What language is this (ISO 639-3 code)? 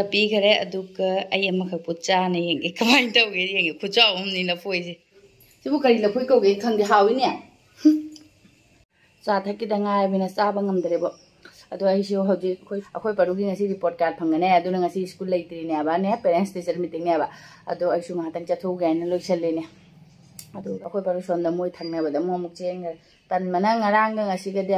mni